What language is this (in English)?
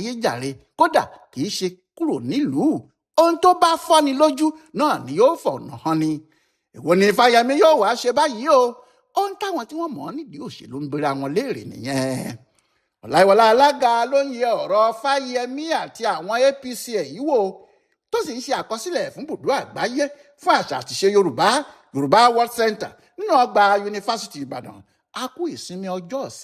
Yoruba